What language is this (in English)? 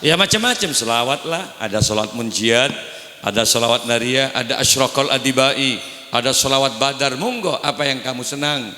Madurese